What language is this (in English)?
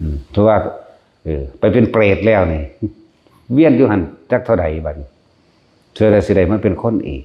Northeastern Thai